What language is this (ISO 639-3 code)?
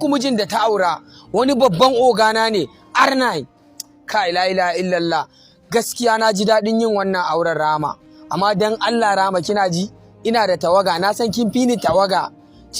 hau